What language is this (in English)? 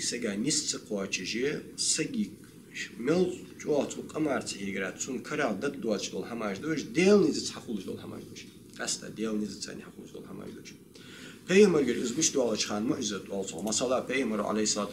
Ingush